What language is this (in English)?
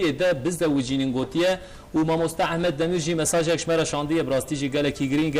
Kurdish